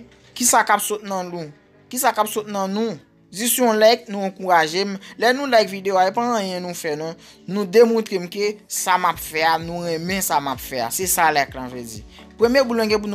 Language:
Haitian Creole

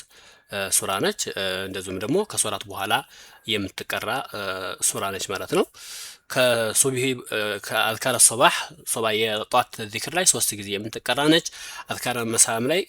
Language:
Amharic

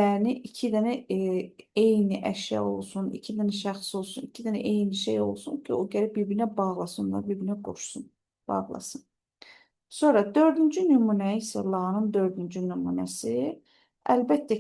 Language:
Azerbaijani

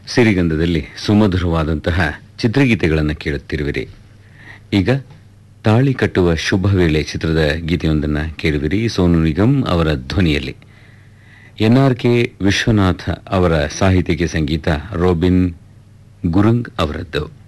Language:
Kannada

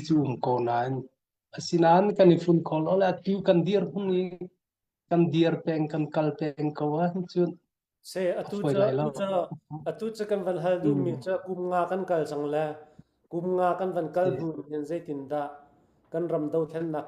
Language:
Hakha Chin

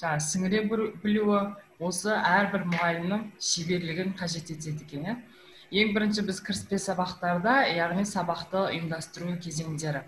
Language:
Kazakh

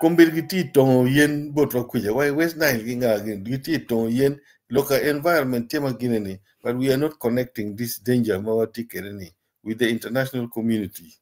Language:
Acoli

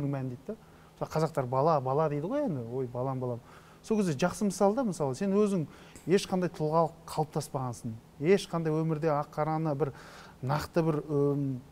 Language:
Kazakh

